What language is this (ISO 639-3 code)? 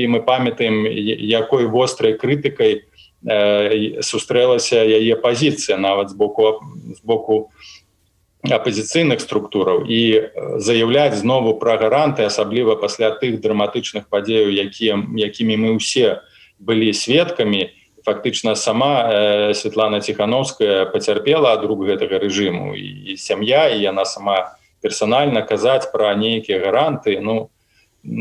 bel